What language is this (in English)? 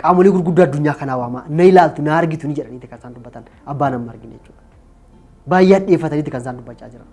Oromo